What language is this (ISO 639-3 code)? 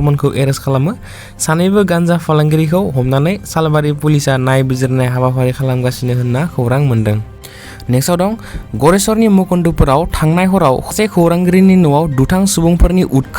brx